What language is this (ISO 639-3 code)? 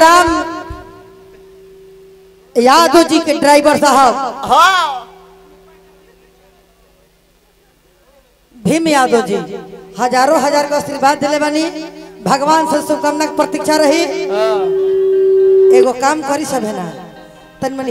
bho